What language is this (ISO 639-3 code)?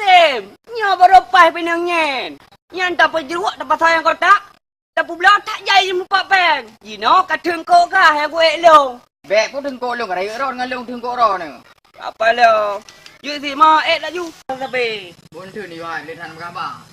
ace